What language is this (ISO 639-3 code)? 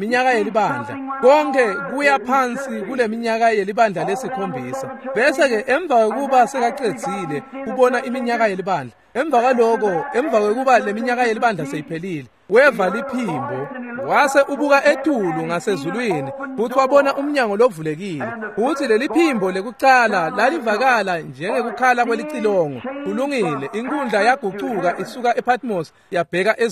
ssw